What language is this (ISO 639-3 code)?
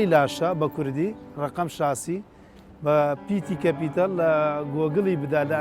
ckb